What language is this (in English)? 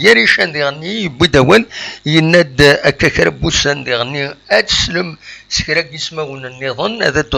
Kabyle